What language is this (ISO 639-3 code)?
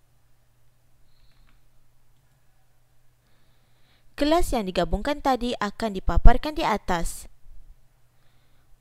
msa